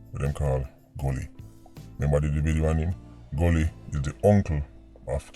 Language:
Jamaican Creole English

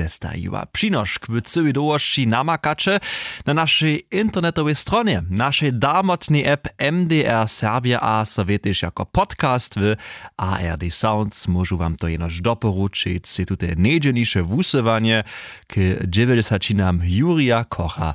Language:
Upper Sorbian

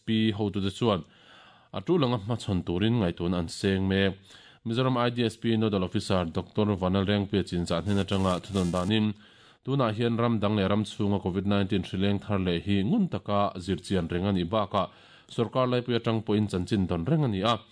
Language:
Mizo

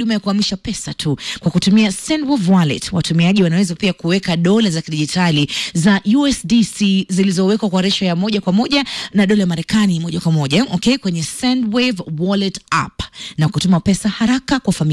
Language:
Swahili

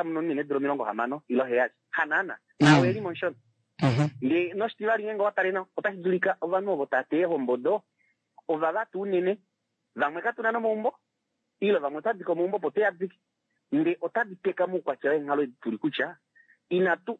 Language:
Kuanyama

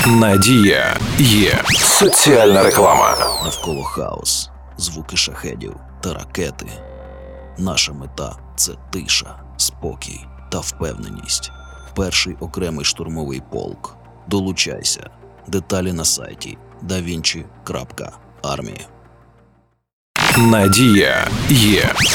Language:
Ukrainian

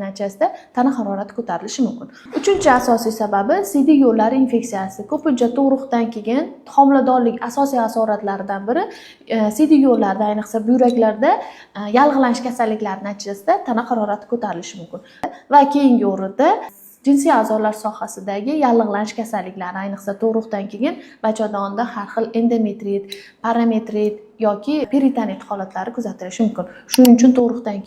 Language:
Uzbek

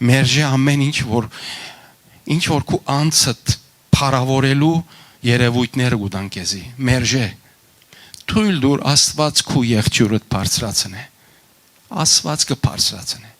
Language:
Western Armenian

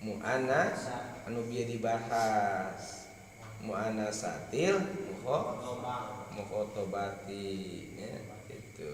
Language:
Sundanese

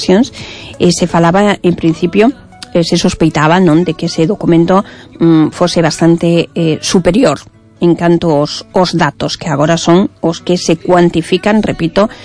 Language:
Galician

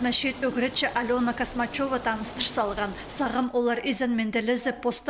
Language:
Khakas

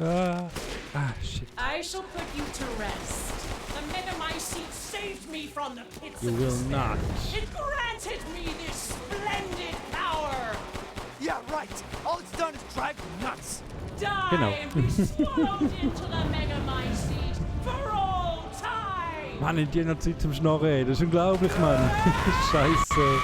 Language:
Swiss German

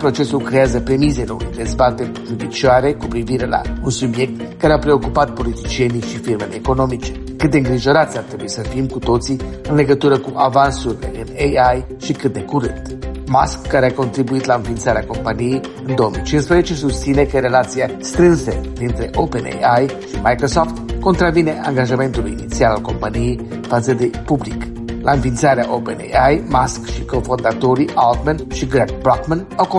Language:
Romanian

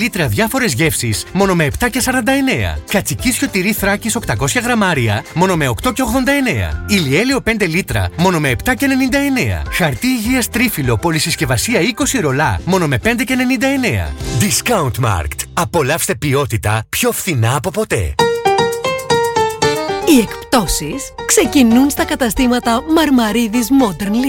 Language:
Greek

